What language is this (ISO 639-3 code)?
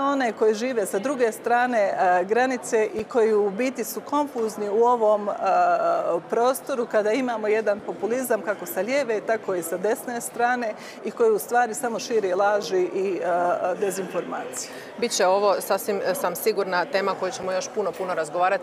hrv